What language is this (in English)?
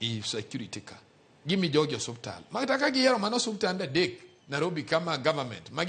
Luo (Kenya and Tanzania)